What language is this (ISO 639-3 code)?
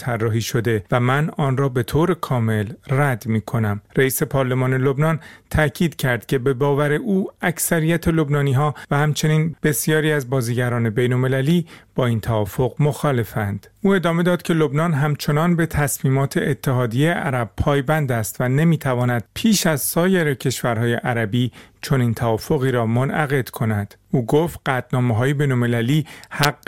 fas